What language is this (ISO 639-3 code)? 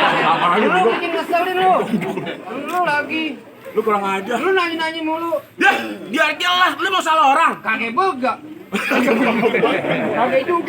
bew